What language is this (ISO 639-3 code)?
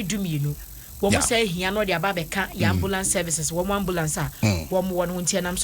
aka